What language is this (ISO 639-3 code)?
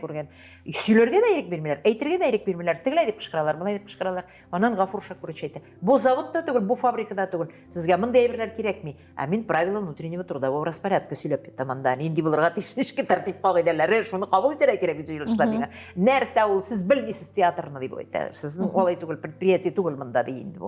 tat